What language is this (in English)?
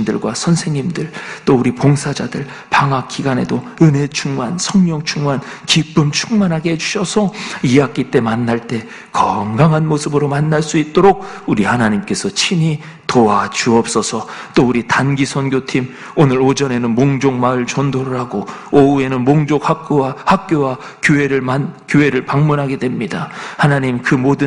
Korean